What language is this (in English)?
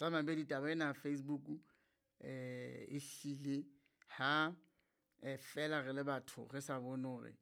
Southern Sotho